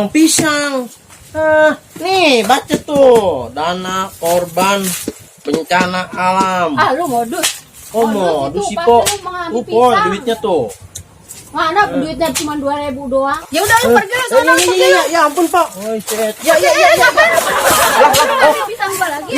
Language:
Betawi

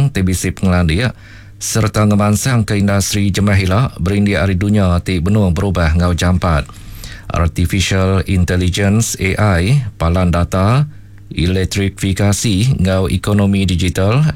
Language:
Iban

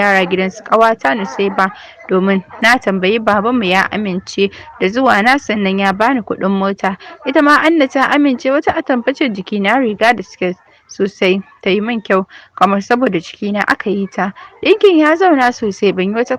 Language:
Hausa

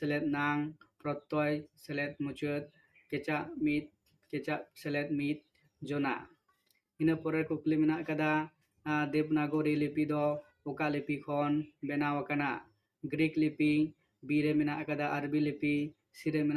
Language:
Santali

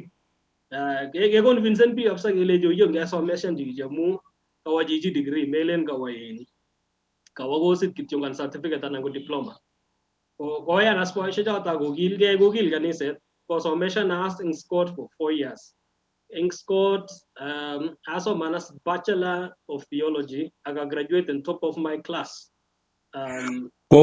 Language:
Kalenjin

